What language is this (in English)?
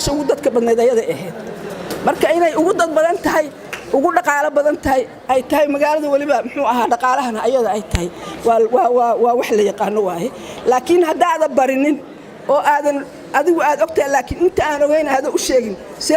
Somali